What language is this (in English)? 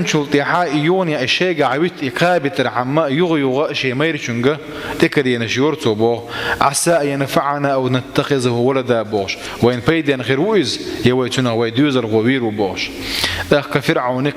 Chechen